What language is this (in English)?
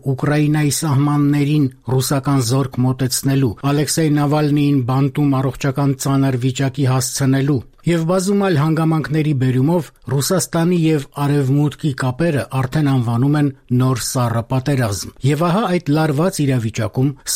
Armenian